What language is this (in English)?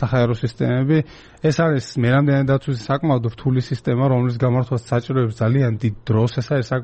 Georgian